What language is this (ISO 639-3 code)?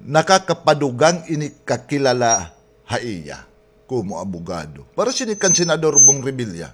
war